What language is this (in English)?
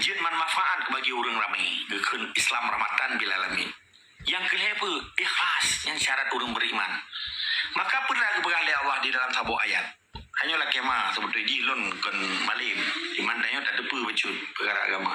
Achinese